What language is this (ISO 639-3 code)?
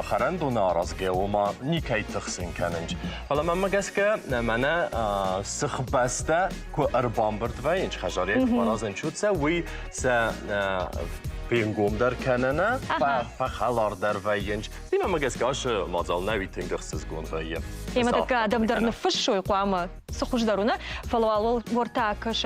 oss